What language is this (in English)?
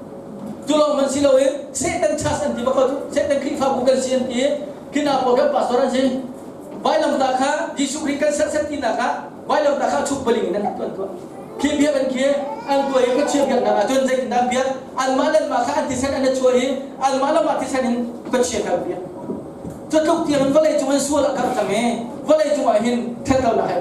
Hakha Chin